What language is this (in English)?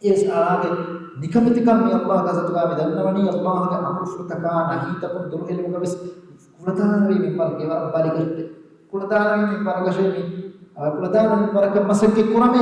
Divehi